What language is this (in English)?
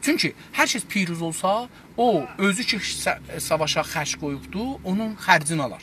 South Azerbaijani